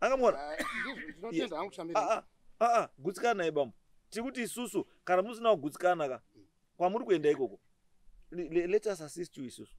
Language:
Shona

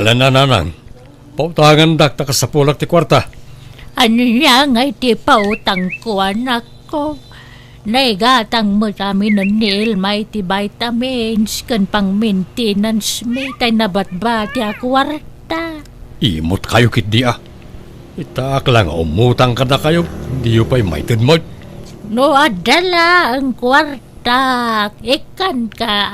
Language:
Iloko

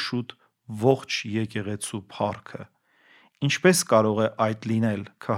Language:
Armenian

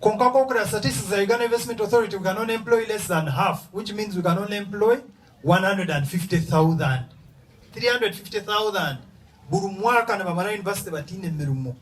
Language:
Nyankole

